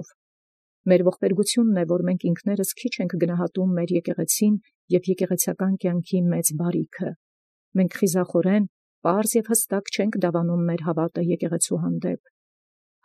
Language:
Armenian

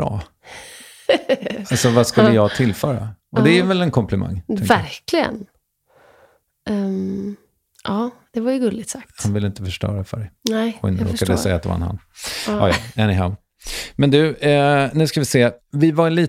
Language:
Swedish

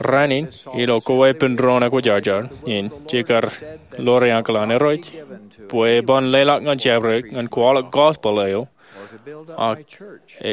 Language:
Marshallese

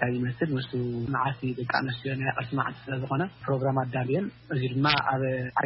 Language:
Tigrinya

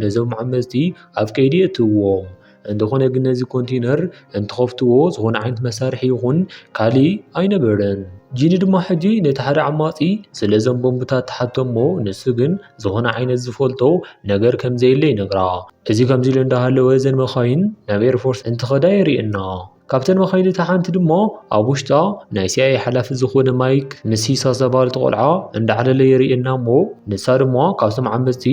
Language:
Tigrinya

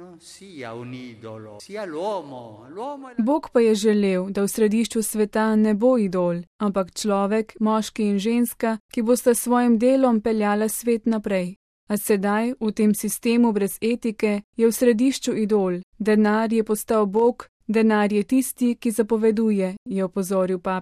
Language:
Slovenian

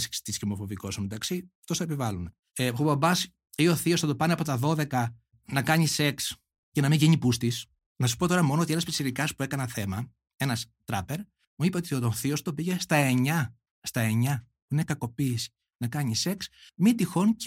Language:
Greek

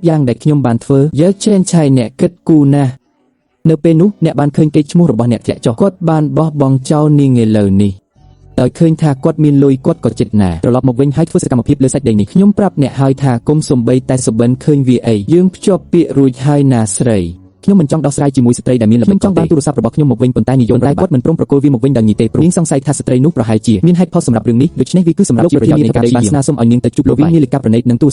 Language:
Khmer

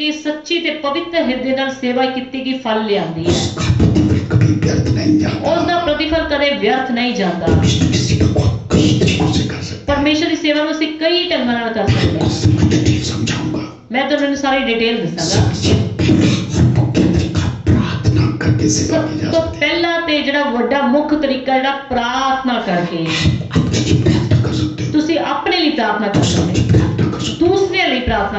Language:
Punjabi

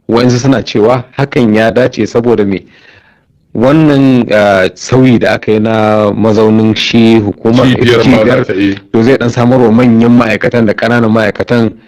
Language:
Hausa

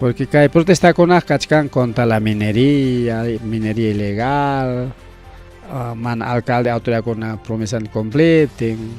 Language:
Ayacucho Quechua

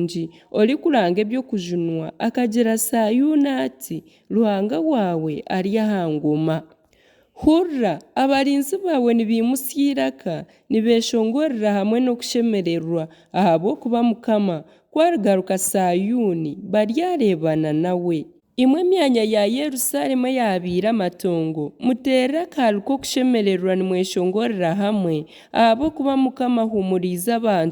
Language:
Nyankole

